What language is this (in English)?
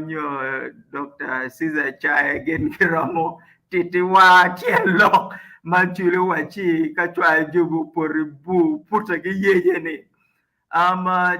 Acoli